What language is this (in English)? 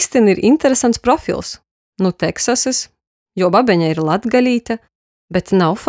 Latgalian